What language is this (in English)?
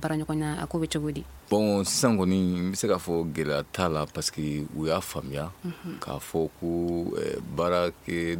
Bambara